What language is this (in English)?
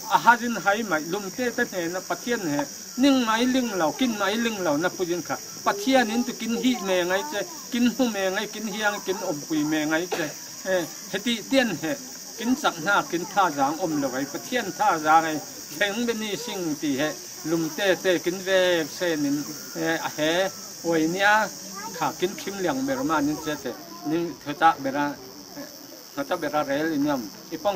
Falam Chin